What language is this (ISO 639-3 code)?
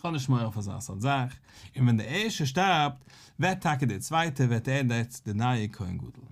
yid